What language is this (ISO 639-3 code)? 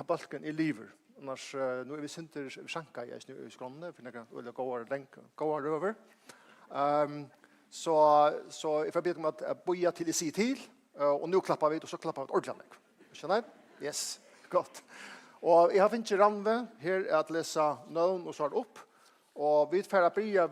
fao